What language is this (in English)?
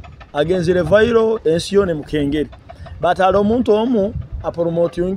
Nyoro